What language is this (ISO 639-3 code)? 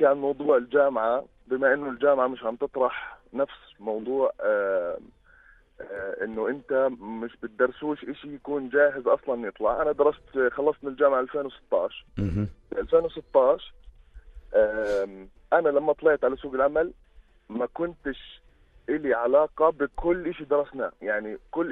apc